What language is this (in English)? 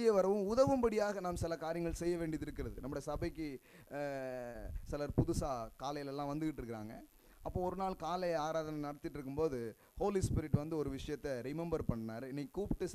Tamil